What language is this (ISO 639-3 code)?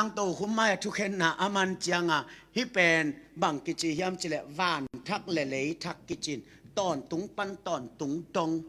ctd